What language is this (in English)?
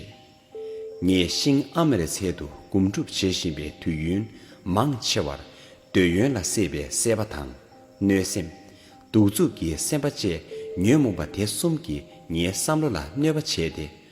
Tibetan